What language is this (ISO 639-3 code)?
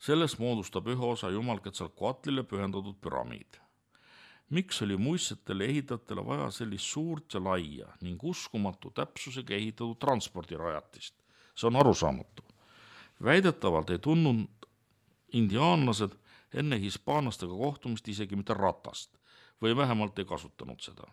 est